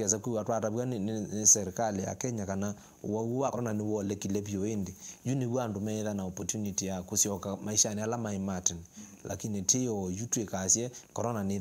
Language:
Kamba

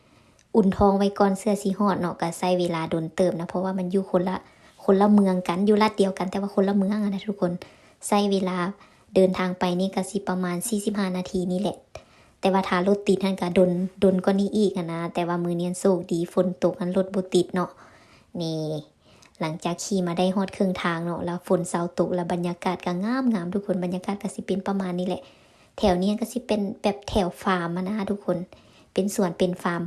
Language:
Lao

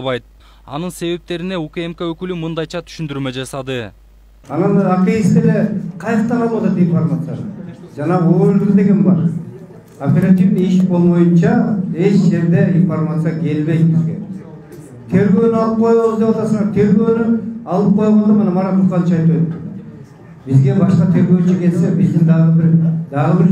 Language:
Kyrgyz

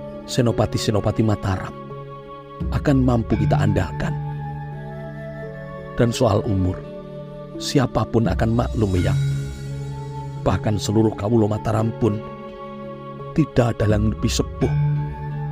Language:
Indonesian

